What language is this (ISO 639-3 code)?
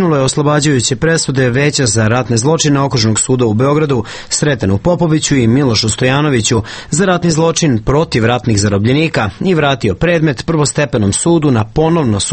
srp